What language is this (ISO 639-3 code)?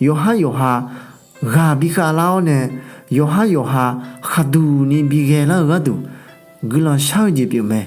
ahk